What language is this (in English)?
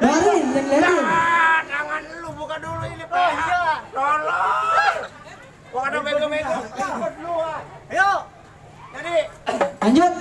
Betawi